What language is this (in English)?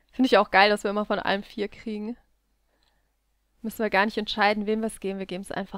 German